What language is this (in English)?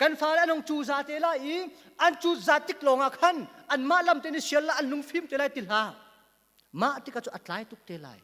Hakha Chin